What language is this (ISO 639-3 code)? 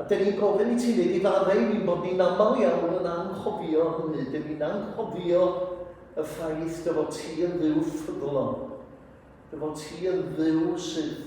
cym